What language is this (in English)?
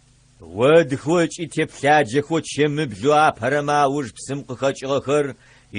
Adyghe